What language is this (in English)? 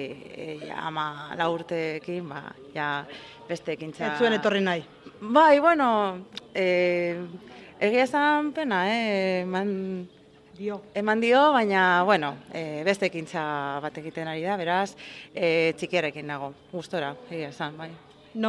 Basque